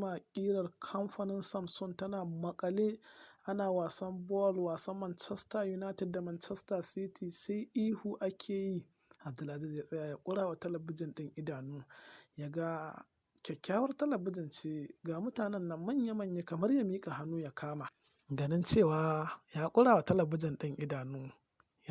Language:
Hausa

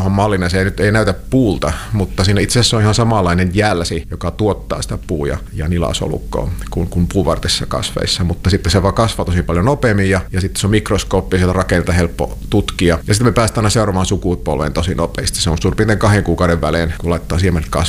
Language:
Finnish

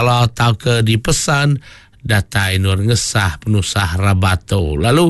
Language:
Iban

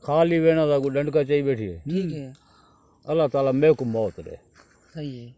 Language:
Saraiki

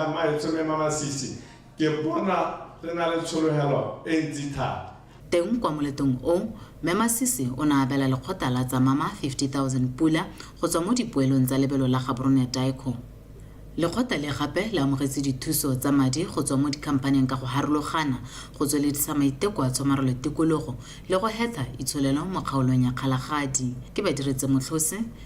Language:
Tswana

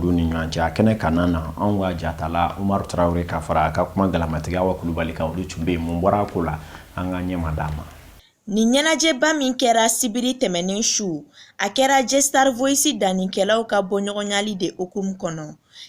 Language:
Bambara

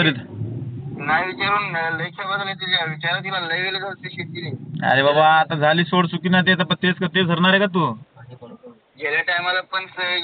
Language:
Marathi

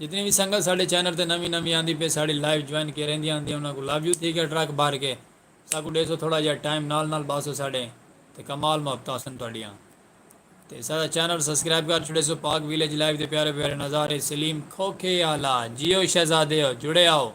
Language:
Saraiki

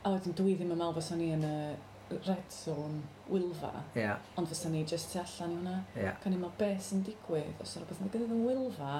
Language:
Welsh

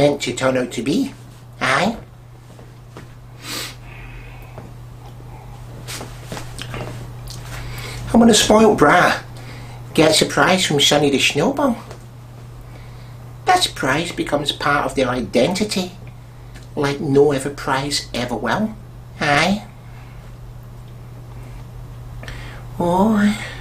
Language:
English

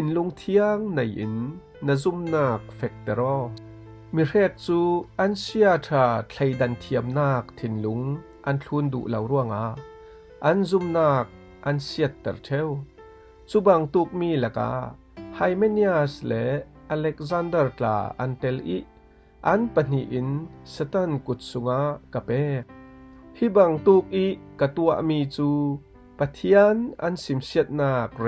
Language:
Falam Chin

